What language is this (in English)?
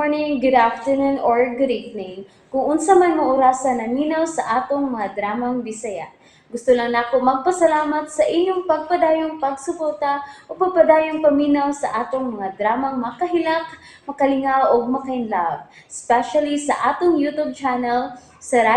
Cebuano